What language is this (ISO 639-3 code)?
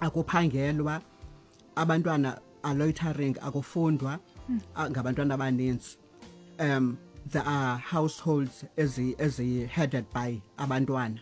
xho